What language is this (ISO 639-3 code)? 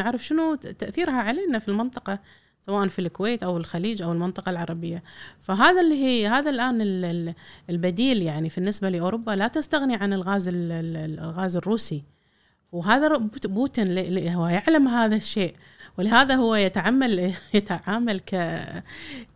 afb